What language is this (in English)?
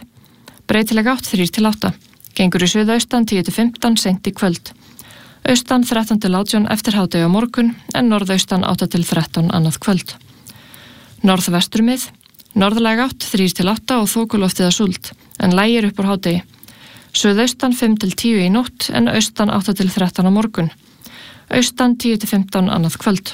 Icelandic